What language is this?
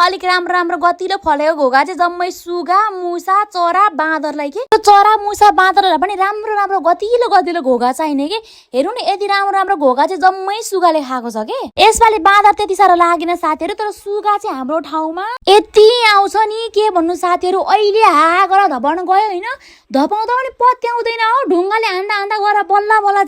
Nepali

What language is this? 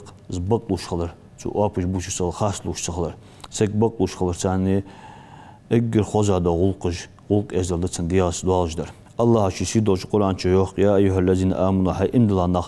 Ingush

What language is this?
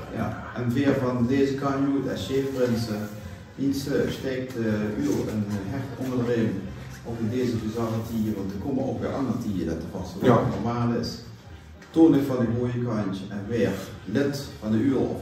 Limburgish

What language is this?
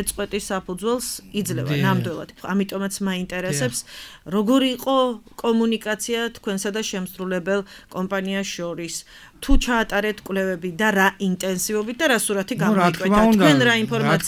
Georgian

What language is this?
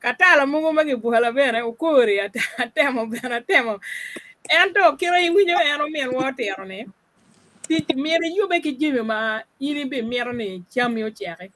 Acoli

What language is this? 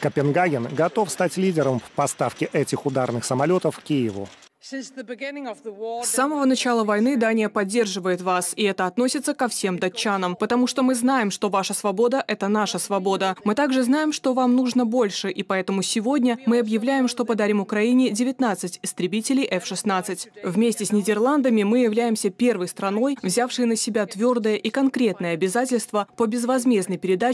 Russian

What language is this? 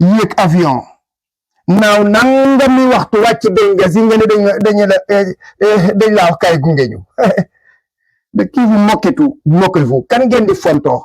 Wolof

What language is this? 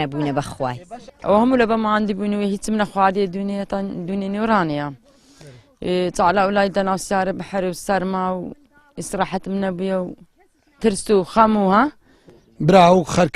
Central Kurdish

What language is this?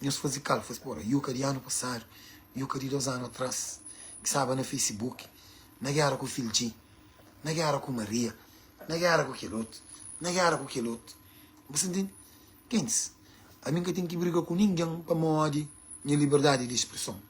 Kabuverdianu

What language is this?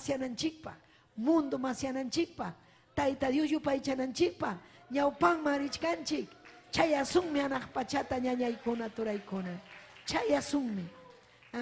Ayacucho Quechua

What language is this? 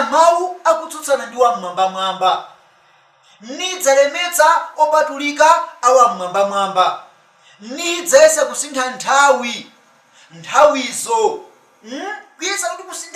Nyanja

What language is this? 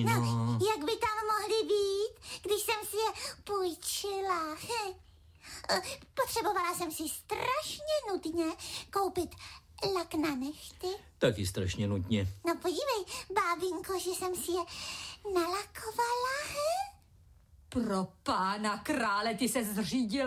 Czech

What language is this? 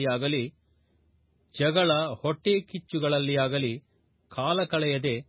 Kannada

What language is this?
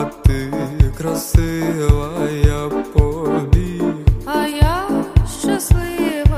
Ukrainian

